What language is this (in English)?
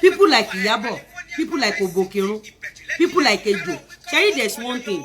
Yoruba